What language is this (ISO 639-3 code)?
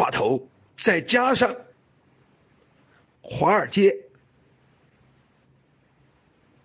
zho